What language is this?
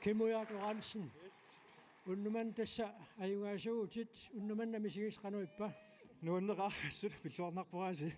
Kalaallisut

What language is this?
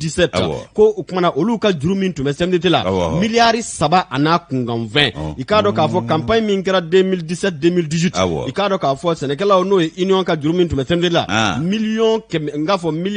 Bambara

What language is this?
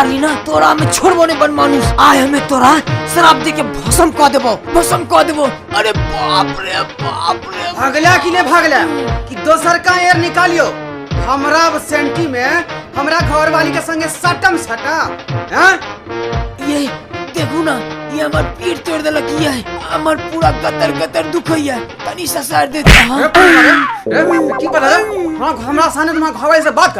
Maithili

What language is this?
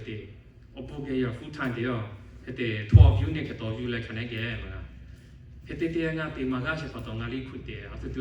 Lahu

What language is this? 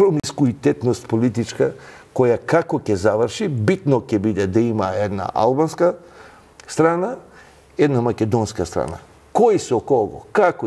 Macedonian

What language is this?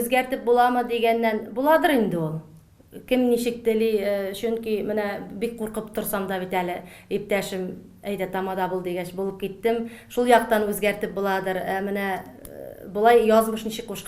Tatar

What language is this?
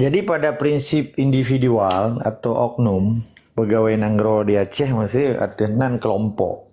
Achinese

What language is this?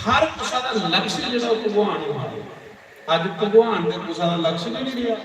Dogri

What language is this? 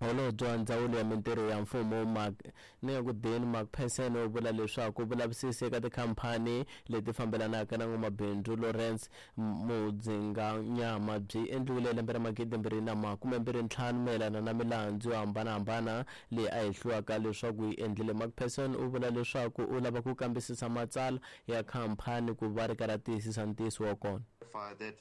Tsonga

